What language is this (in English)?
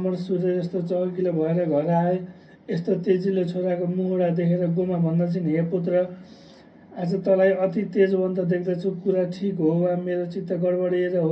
Nepali